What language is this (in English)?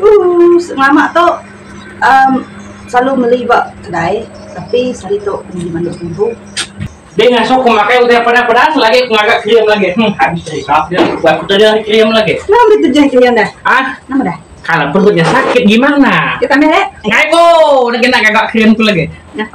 Iban